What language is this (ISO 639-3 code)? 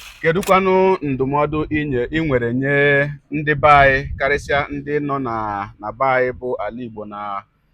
ibo